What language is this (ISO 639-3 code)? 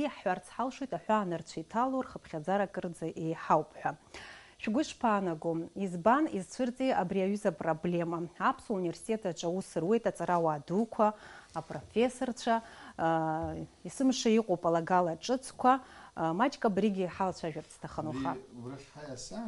abk